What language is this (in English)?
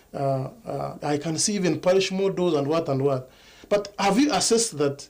Nyankole